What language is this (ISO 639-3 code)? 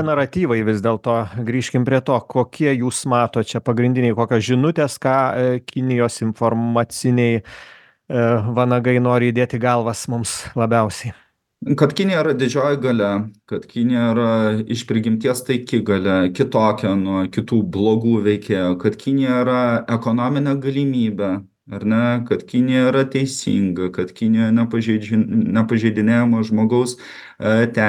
lit